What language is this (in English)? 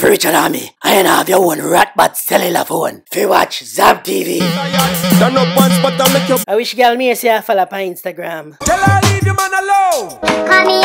Jamaican Creole English